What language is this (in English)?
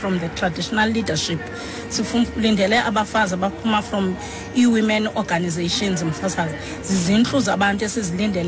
Xhosa